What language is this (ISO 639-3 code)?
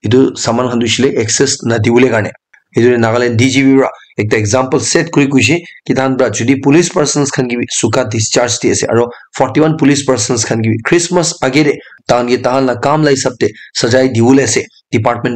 nag